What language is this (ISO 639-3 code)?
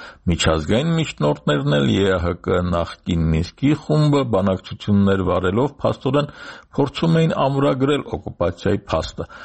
hye